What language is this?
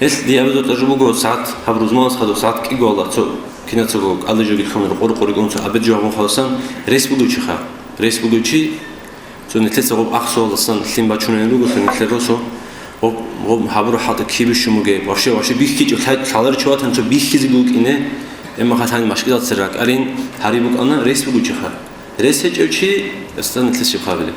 Avaric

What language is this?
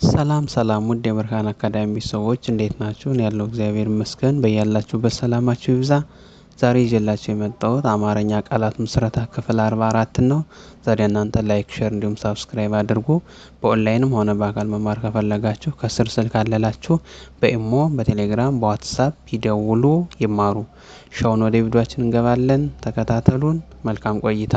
Amharic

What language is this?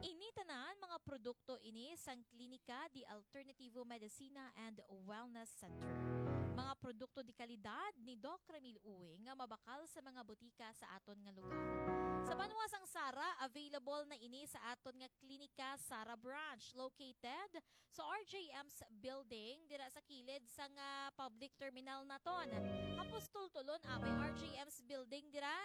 Hiligaynon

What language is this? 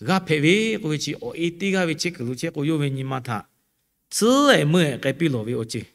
Lahu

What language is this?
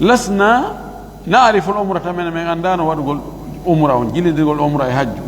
Fula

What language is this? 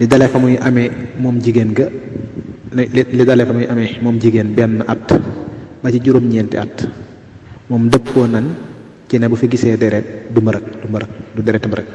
Wolof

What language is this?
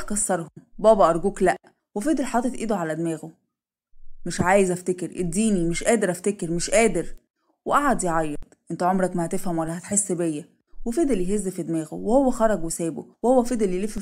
Egyptian Arabic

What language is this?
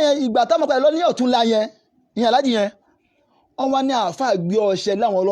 Yoruba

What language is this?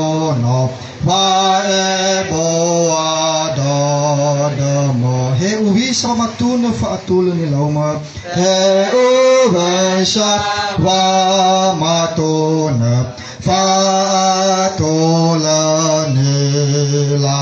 Nias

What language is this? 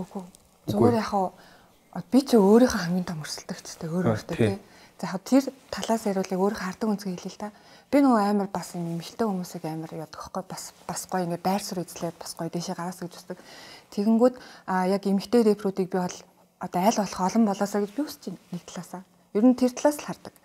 Mongolian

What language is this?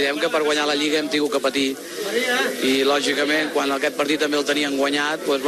Catalan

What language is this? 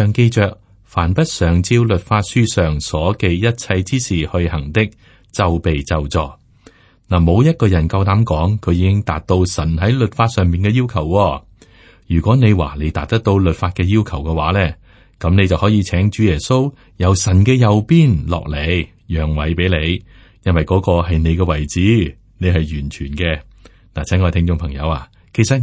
Cantonese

